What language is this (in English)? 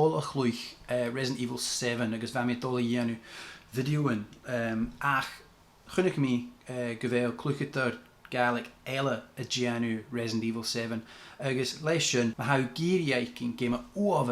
Scottish Gaelic